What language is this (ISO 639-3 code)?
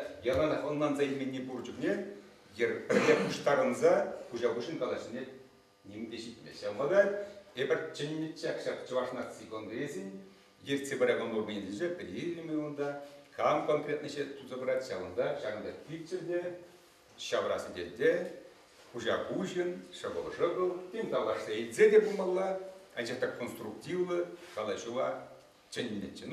chv